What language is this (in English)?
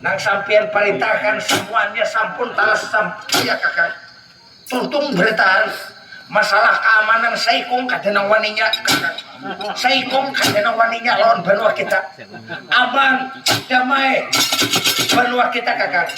Banjar